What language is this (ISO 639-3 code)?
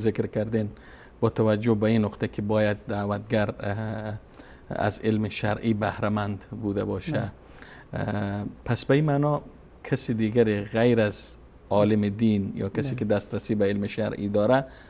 fas